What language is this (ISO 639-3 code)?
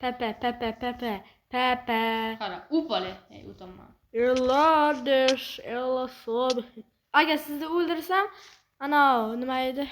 uzb